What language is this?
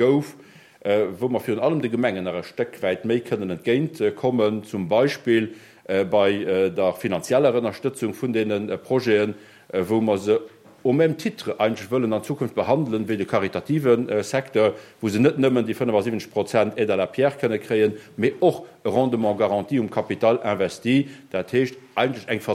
Luxembourgish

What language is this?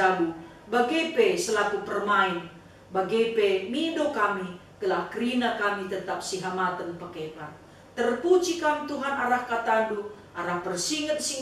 Batak Karo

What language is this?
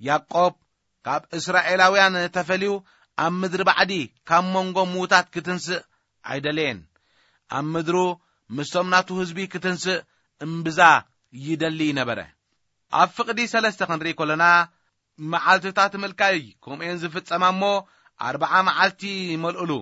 Tigrinya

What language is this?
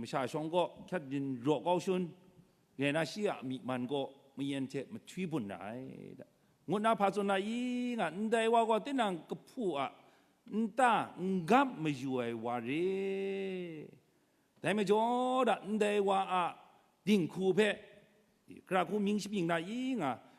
Kachin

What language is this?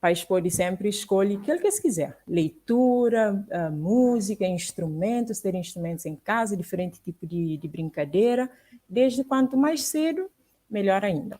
Kabuverdianu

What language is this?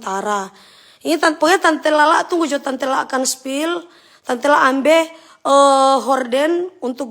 Manado Malay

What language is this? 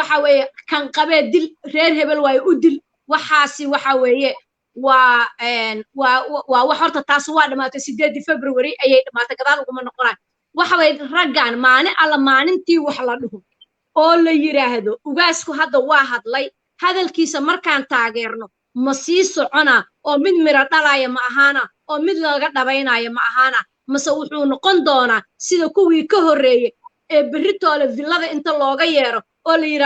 Somali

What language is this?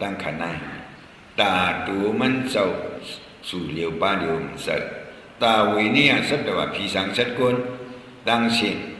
Shan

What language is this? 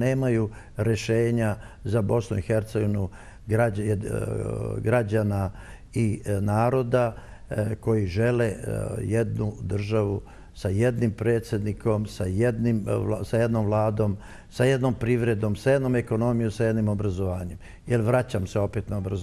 Bosnian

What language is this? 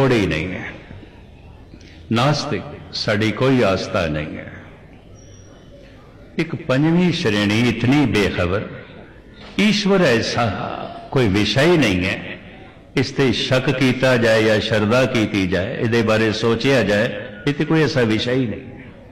Punjabi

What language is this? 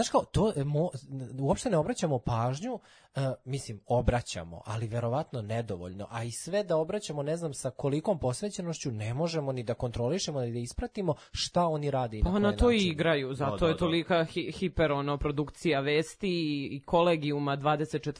Serbian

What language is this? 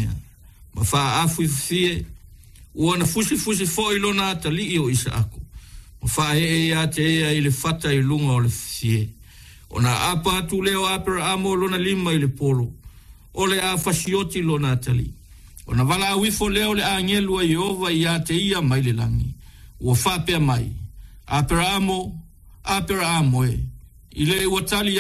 Samoan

